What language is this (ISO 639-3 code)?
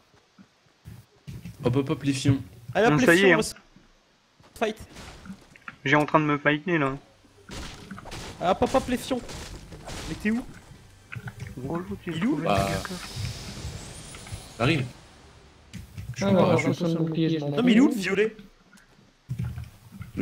fra